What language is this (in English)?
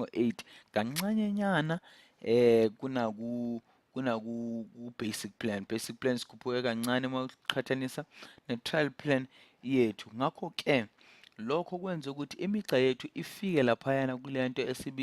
Zulu